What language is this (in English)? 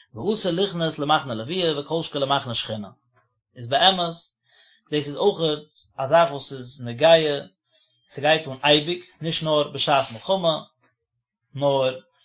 Yiddish